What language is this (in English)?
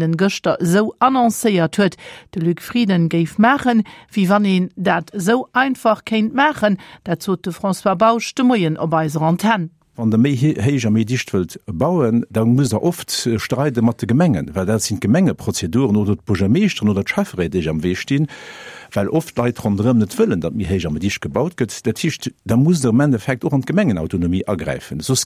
Luxembourgish